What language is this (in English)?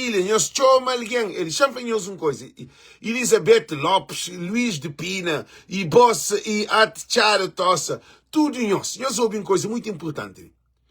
Kabuverdianu